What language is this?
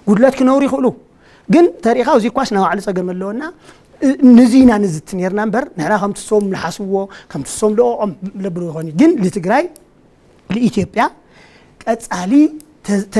Tigrinya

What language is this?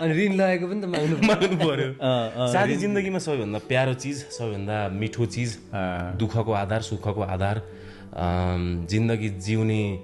Nepali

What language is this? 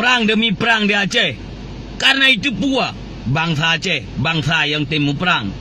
Achinese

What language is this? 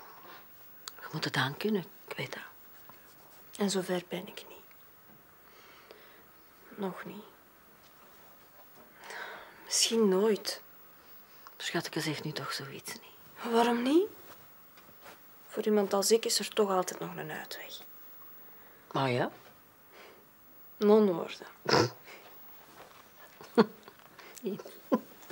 Dutch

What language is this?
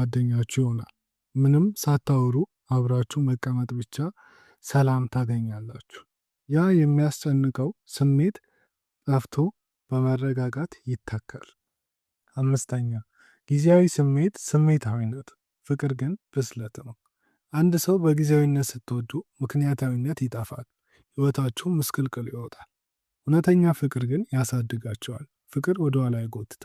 Amharic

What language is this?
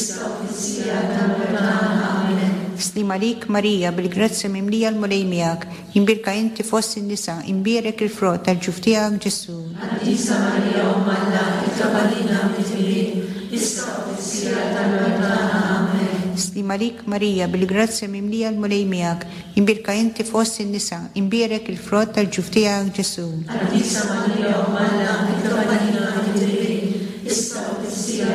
Maltese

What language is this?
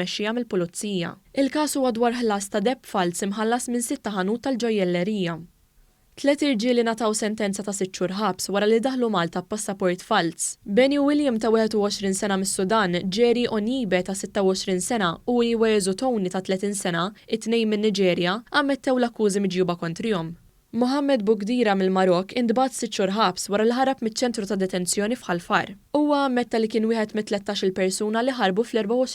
Maltese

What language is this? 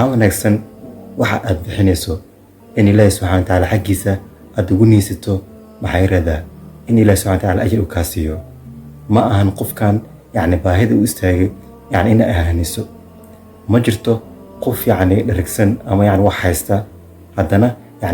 Somali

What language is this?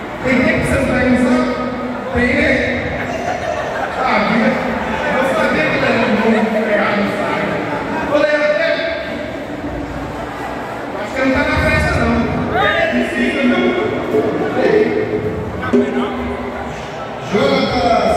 Portuguese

